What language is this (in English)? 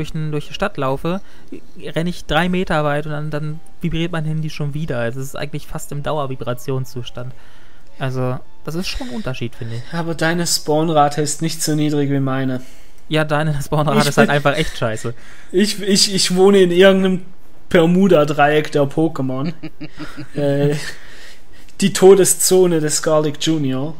German